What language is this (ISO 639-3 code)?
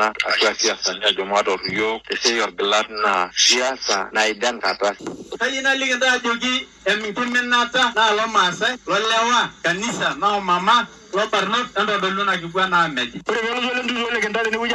mas